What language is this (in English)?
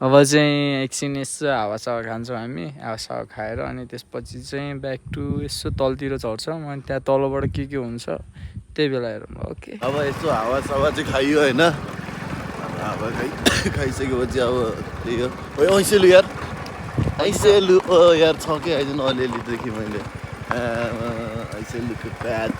Nepali